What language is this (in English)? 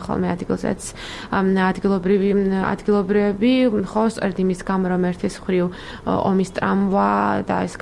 Georgian